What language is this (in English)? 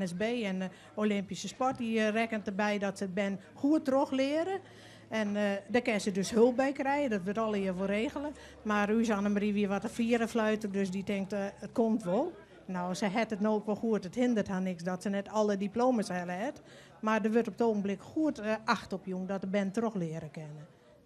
Western Frisian